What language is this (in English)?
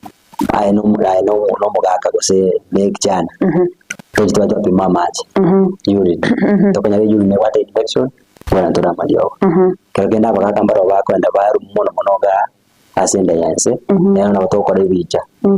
Gusii